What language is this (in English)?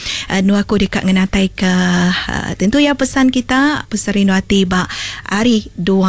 Iban